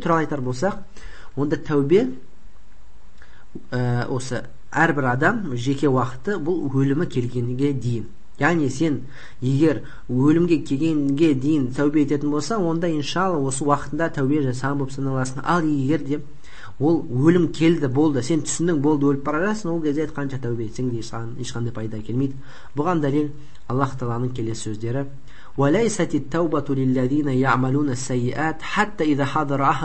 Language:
Kazakh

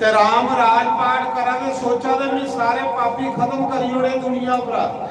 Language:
Dogri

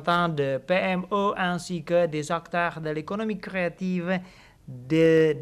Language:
French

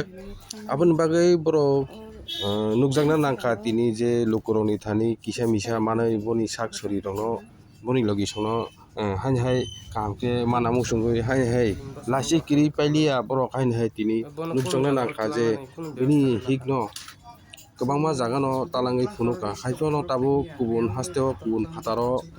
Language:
Kok Borok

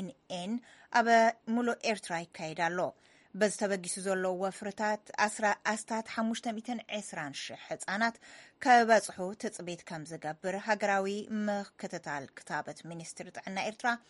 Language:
Tigrinya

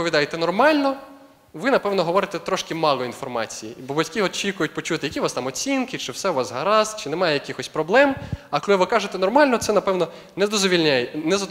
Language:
Ukrainian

